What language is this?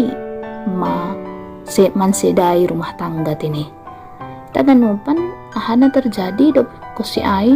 Batak Simalungun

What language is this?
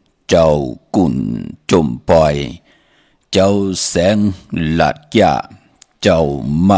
Shan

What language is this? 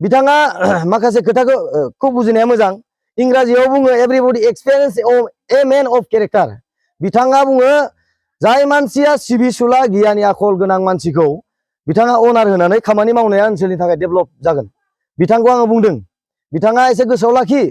Bodo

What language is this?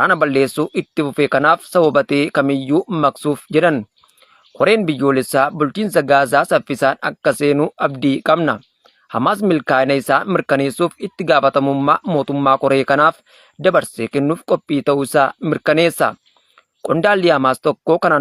Oromo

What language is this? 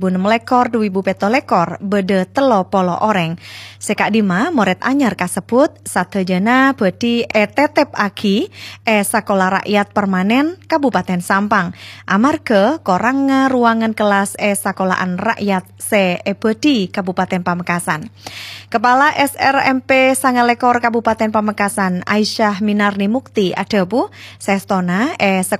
Madurese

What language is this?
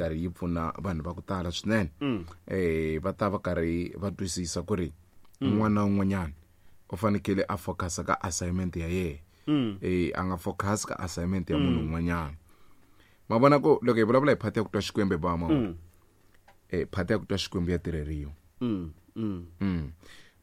Tsonga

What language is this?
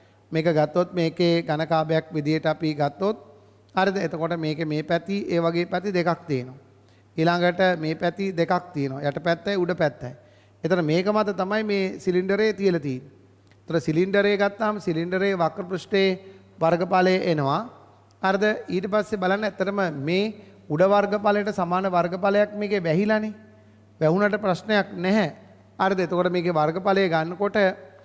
Sinhala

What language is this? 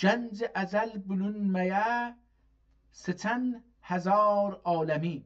South Azerbaijani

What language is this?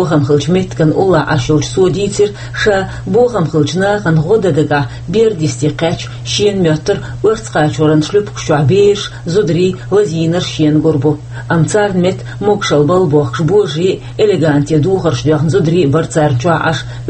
Chechen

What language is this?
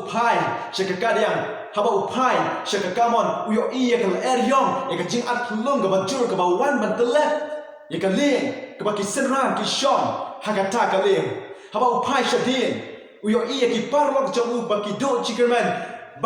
Khasi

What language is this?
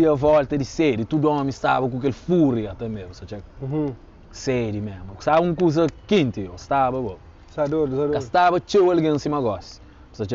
Kabuverdianu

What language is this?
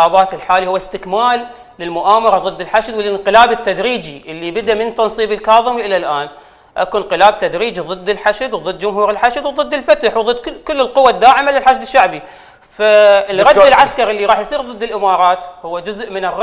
Mesopotamian Arabic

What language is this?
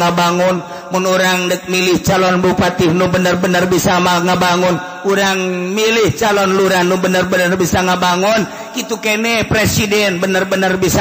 Sundanese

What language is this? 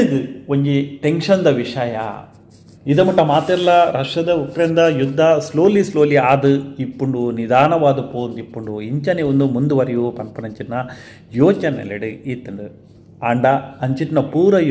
Tulu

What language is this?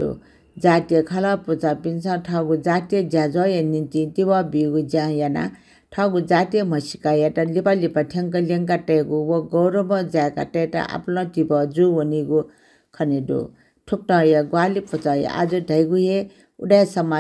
Newari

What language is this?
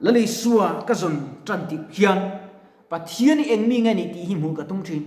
Mizo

